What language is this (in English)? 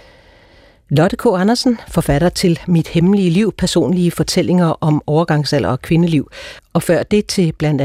Danish